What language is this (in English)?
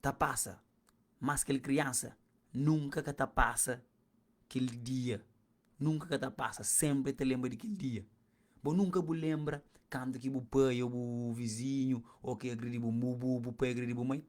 Kabuverdianu